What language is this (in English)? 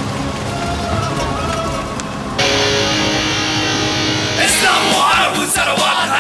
Arabic